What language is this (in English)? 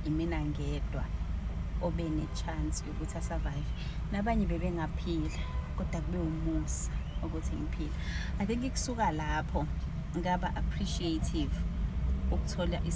Zulu